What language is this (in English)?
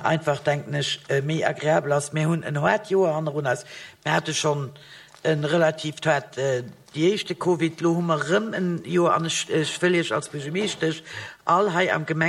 Luxembourgish